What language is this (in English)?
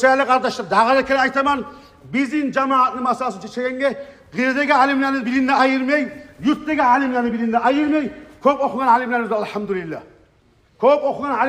Kumyk